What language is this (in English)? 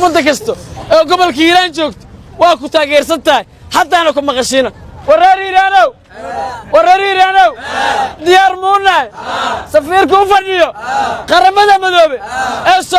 Somali